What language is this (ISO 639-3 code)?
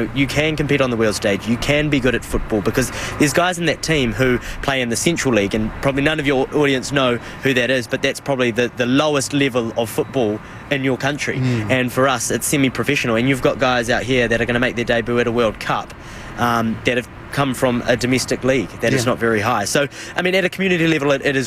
eng